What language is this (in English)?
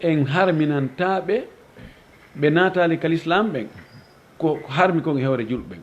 Fula